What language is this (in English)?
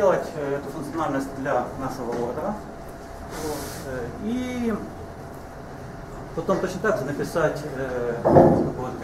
Russian